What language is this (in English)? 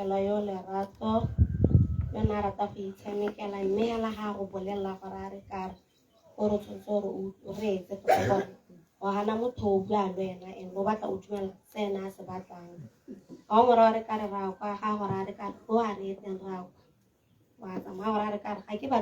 Tswana